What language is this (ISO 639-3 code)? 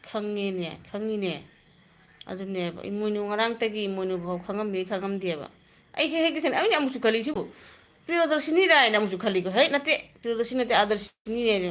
mni